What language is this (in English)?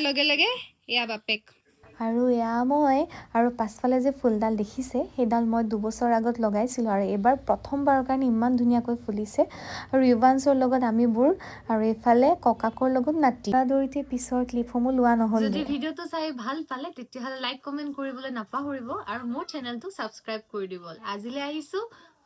Assamese